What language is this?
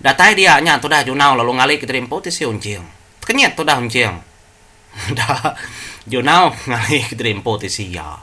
Iban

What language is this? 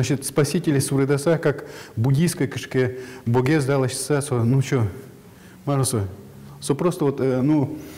Udmurt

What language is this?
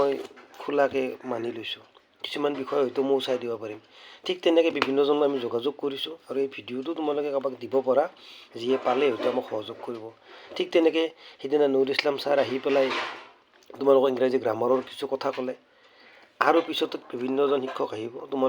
Assamese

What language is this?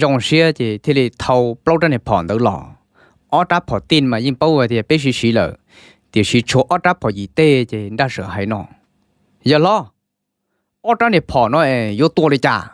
Hmong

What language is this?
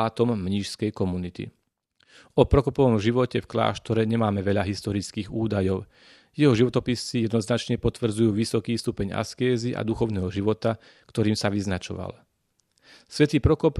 Slovak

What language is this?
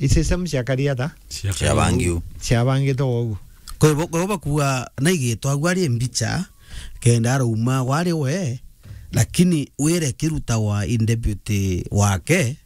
Meru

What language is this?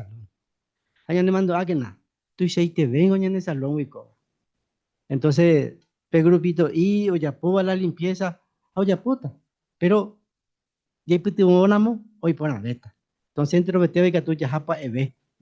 Guarani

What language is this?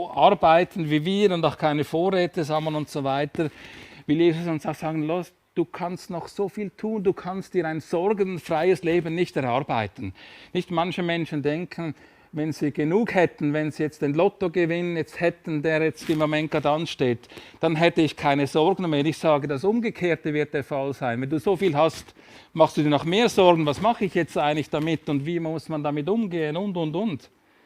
Swiss German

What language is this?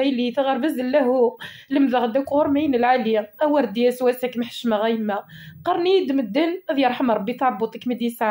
Kabyle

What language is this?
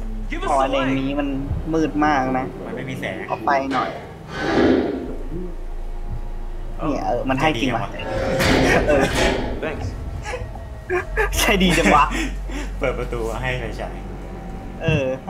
Thai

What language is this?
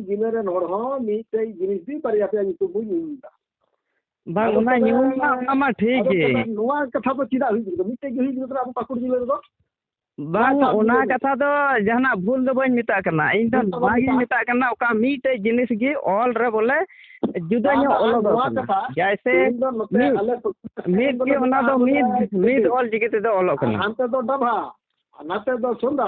Santali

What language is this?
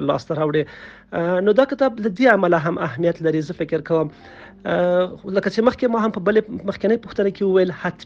Pashto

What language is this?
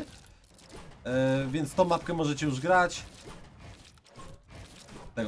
Polish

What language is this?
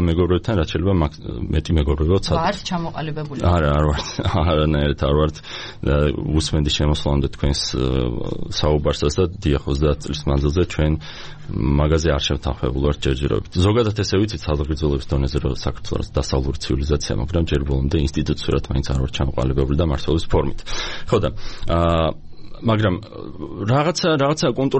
Georgian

